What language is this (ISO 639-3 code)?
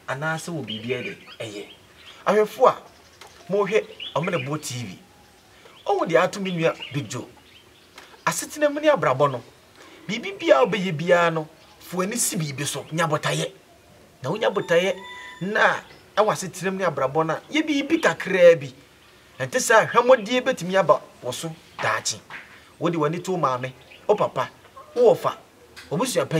aka